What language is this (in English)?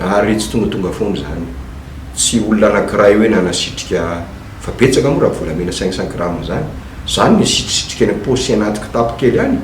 Malagasy